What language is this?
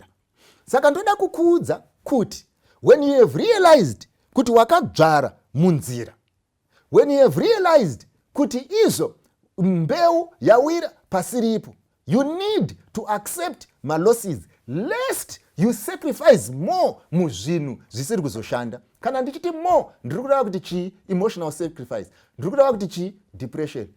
Shona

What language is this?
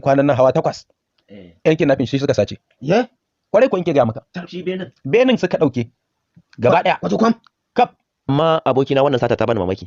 Hausa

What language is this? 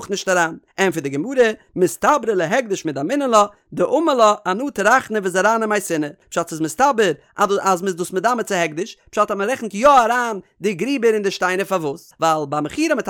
Yiddish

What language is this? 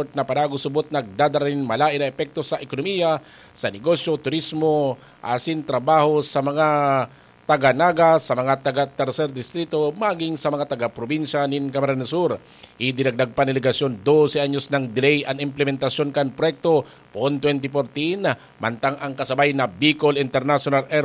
Bikol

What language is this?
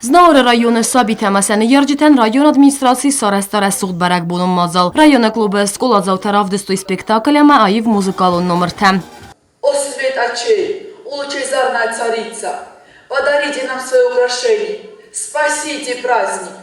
Ossetic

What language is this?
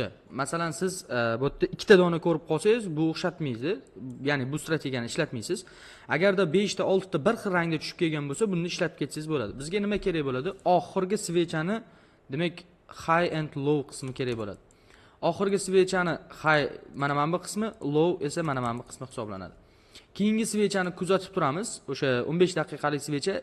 Uzbek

